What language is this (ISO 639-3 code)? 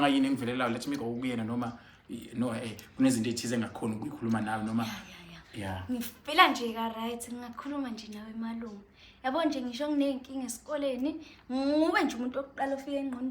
zul